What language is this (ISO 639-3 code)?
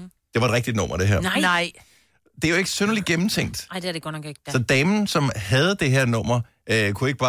dan